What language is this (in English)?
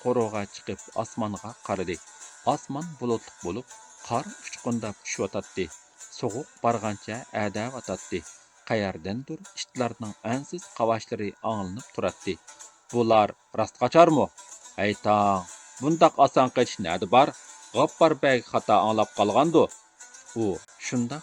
Uyghur